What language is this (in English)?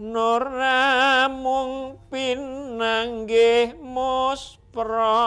Javanese